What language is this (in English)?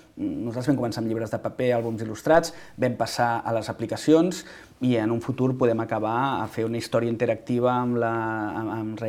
Catalan